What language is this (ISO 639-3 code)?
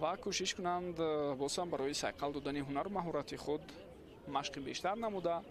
tgk